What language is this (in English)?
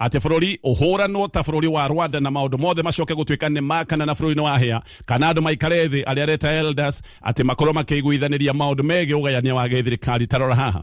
Kikuyu